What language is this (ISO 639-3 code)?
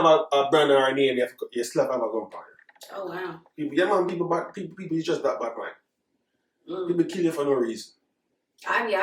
jam